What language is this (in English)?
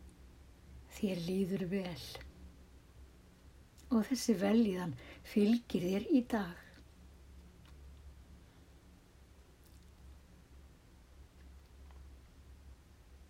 Icelandic